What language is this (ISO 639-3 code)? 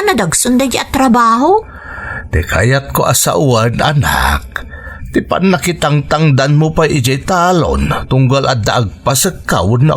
ilo